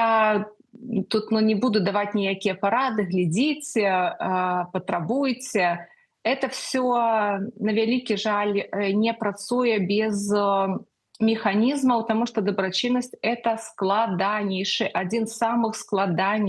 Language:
Belarusian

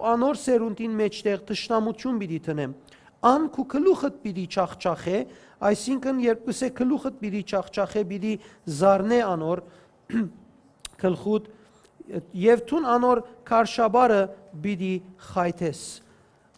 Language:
Western Armenian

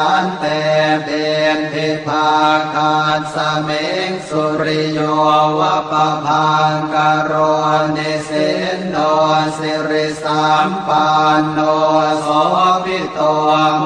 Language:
Pali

